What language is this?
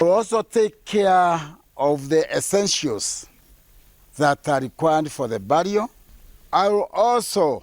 Meru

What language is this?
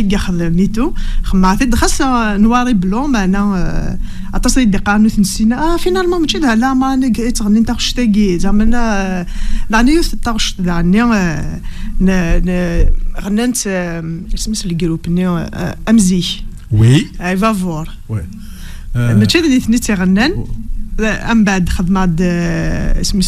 Kabyle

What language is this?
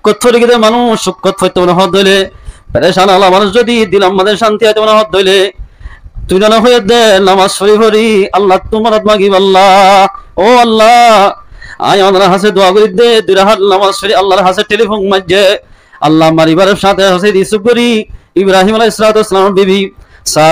Rohingya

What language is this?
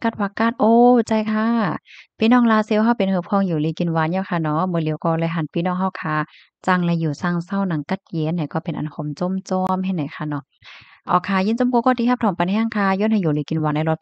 Shan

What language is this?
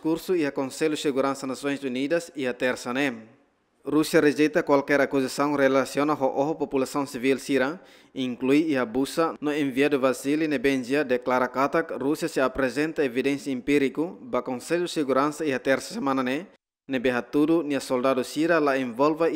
Tetum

